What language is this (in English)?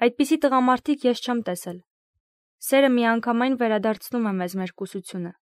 Armenian